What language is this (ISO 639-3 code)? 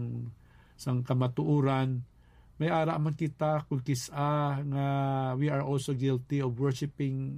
hil